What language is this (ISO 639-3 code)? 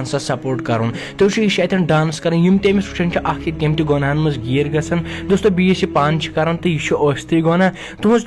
kas